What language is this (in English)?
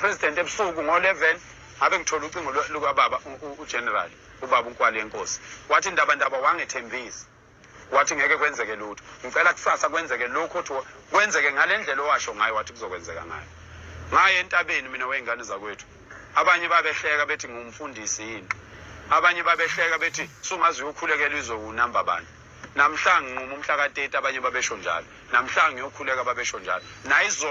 Zulu